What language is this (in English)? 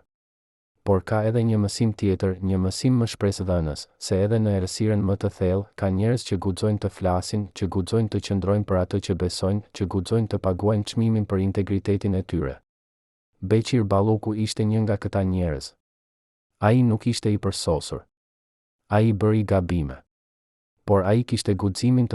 Albanian